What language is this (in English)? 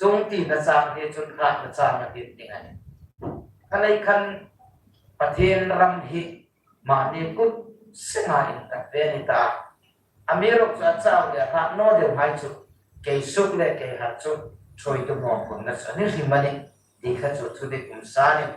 Hmar